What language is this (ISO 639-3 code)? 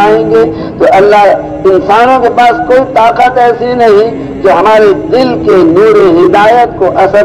urd